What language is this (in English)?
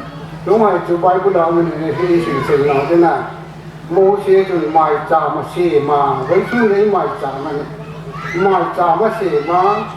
Hmar